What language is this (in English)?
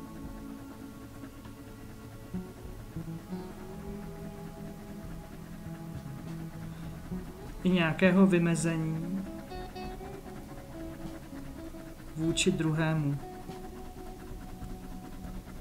Czech